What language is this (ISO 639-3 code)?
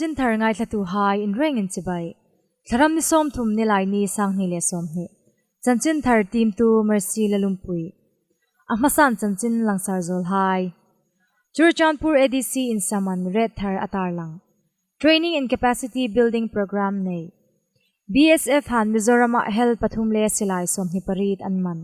hmr